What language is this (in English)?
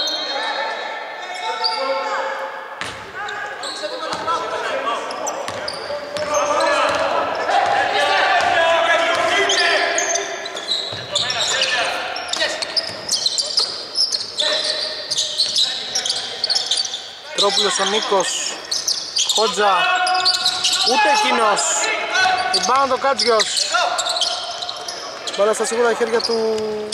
Greek